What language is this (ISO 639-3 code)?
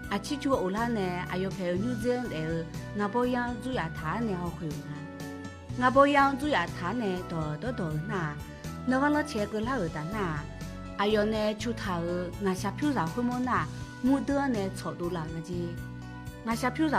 ahk